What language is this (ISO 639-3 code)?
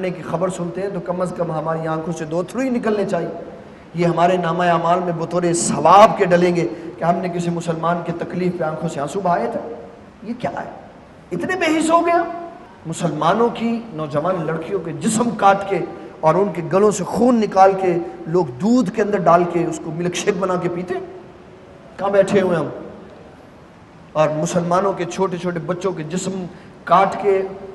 urd